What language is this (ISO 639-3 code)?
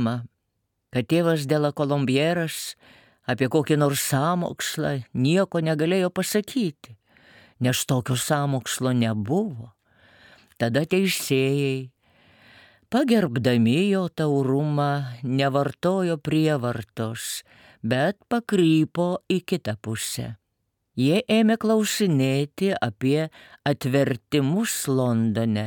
lit